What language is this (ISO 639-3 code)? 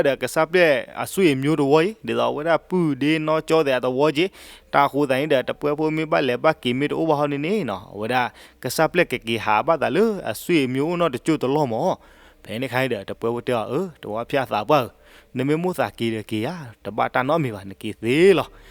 ksw